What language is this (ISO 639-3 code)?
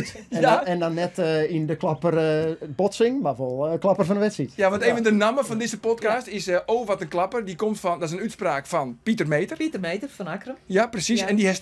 fry